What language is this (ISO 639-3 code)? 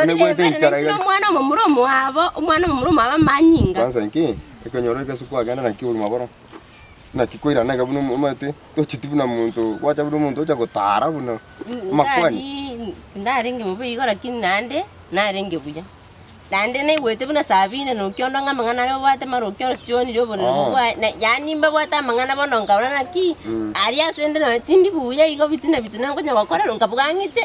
guz